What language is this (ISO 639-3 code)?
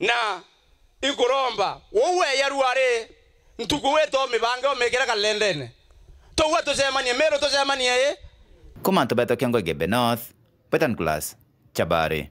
mer